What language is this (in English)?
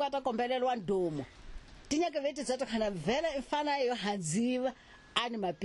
Tsonga